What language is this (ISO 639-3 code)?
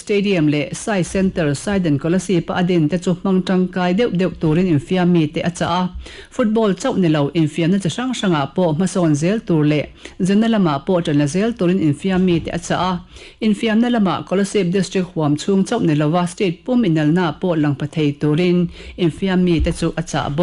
lus